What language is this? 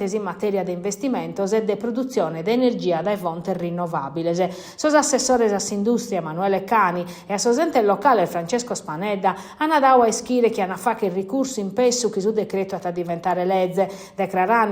Sardinian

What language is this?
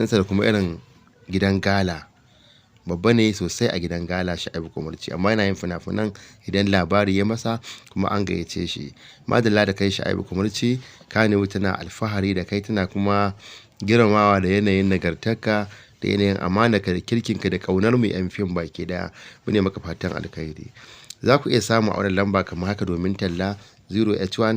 Hausa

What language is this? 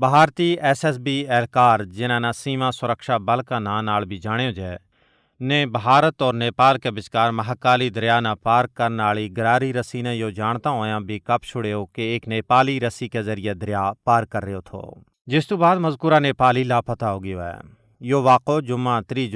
Gujari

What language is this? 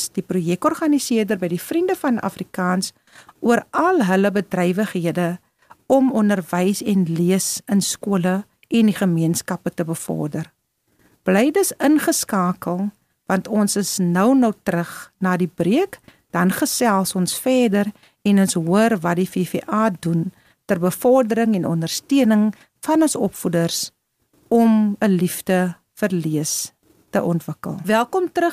Afrikaans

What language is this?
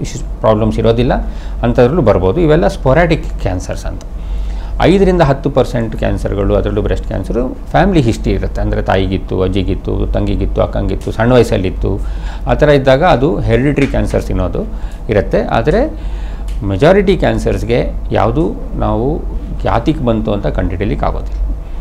Kannada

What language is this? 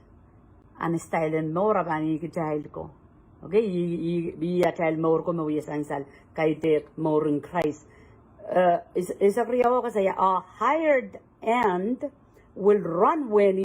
Pohnpeian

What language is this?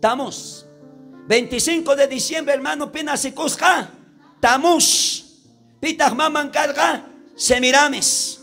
South Bolivian Quechua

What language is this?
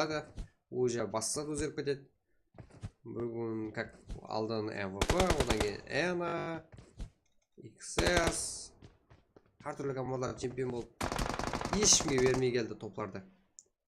Kara-Kalpak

